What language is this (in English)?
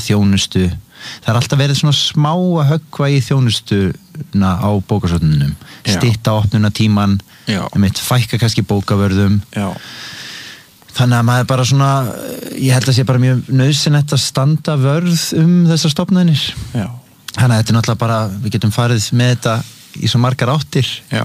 Icelandic